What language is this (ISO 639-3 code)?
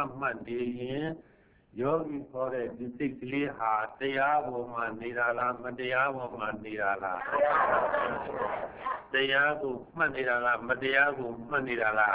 mya